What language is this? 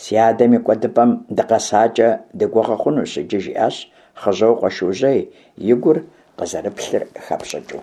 Kabardian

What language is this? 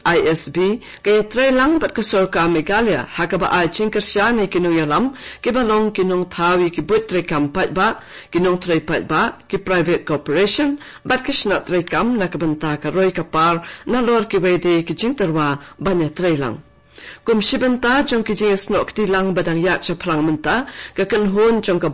Khasi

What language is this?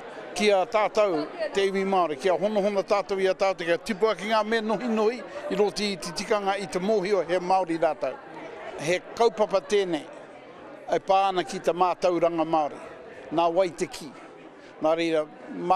Māori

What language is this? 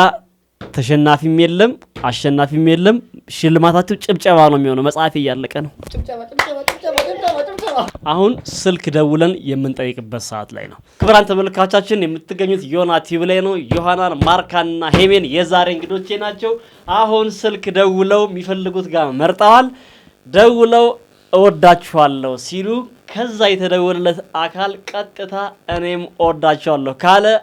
Amharic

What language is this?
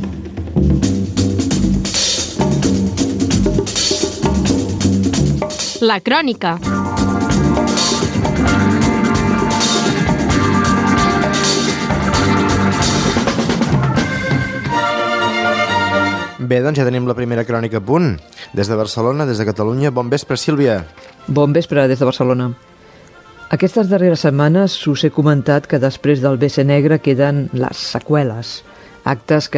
Catalan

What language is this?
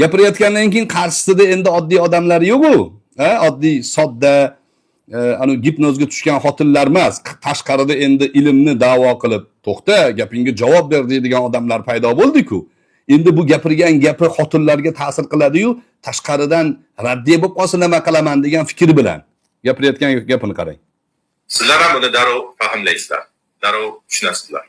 Uzbek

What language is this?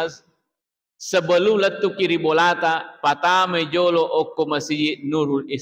Buginese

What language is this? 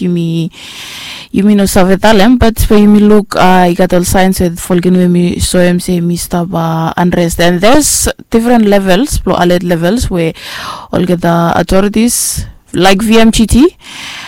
Bislama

